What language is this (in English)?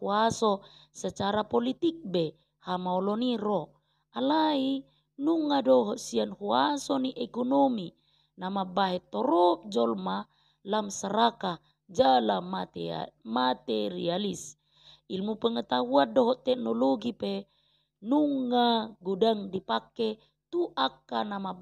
Batak Toba